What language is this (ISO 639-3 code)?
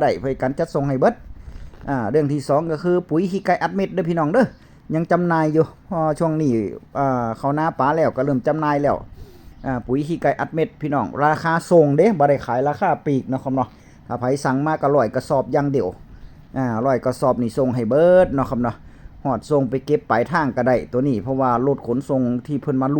tts